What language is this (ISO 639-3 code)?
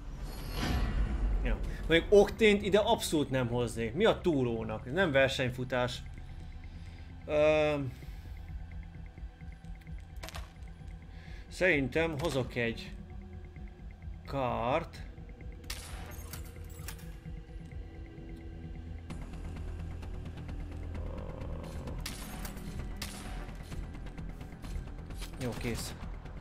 hun